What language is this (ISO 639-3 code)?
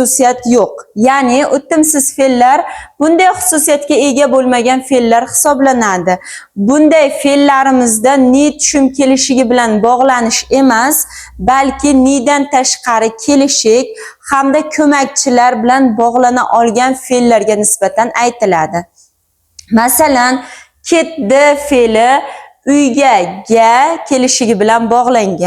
uzb